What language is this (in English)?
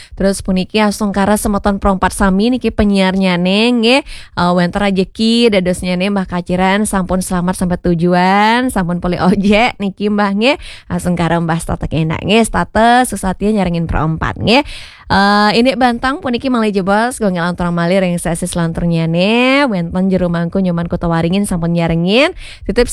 Balinese